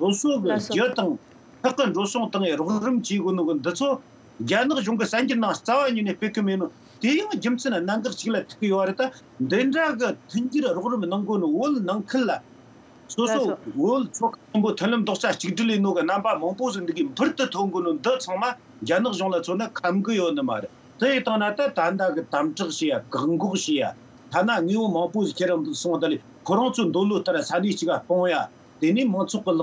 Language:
Tibetan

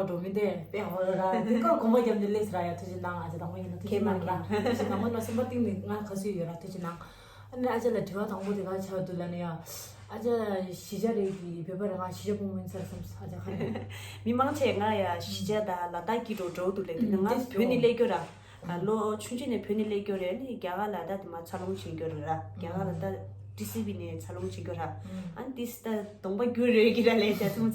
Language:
Tibetan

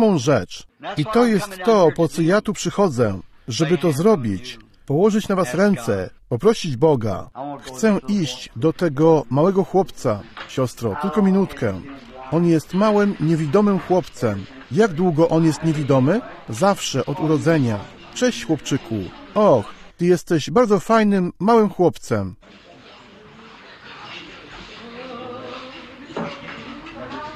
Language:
Polish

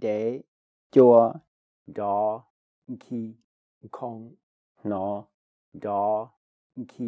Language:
Hmong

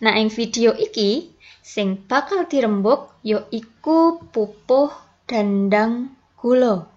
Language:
Javanese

